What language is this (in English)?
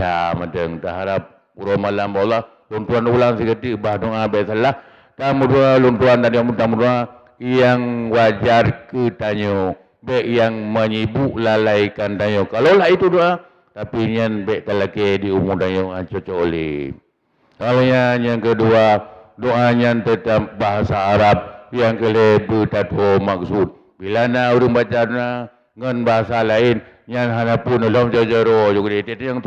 Achinese